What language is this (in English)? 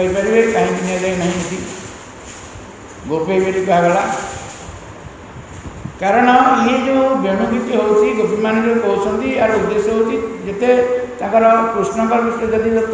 Odia